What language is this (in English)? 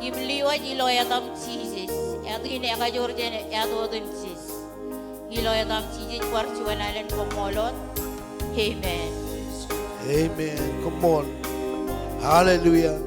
Marshallese